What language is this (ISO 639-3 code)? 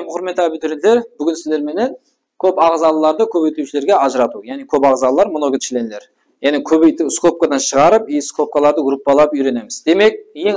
kaa